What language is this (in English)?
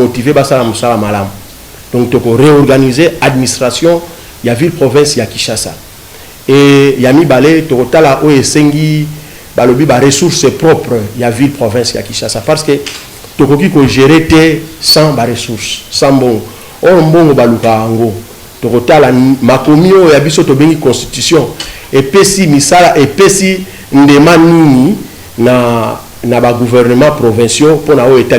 Lingala